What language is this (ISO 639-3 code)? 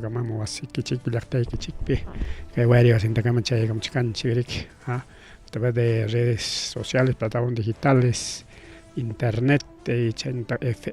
quy